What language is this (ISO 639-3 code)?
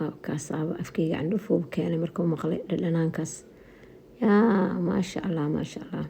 som